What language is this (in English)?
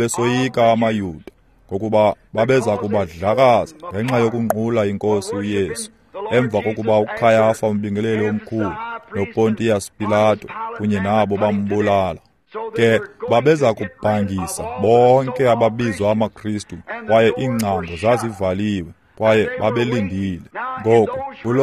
Xhosa